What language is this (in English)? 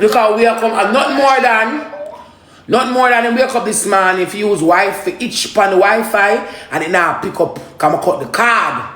Jamaican Creole English